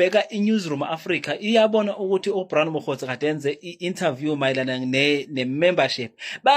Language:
Zulu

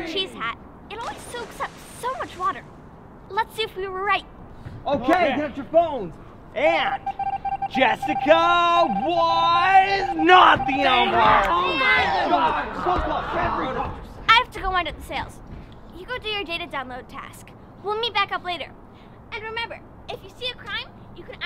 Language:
English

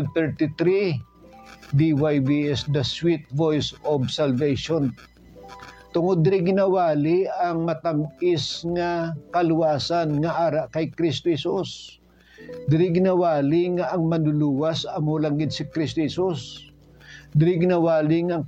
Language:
Hiligaynon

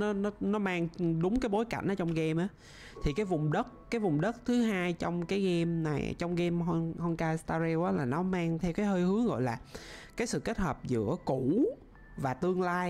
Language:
Vietnamese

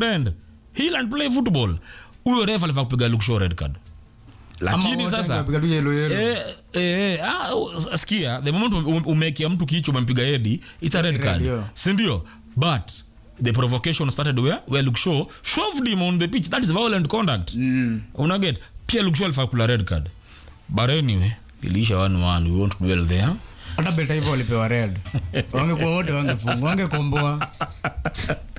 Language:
Swahili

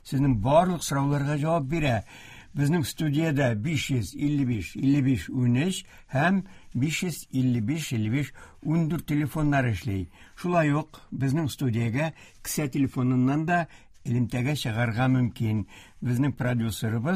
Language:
Tatar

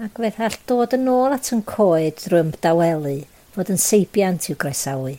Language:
Welsh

